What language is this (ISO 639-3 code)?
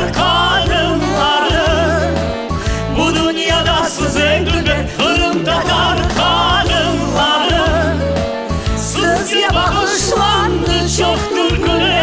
crh